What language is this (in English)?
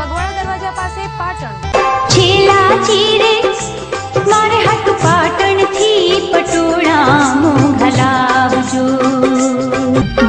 Gujarati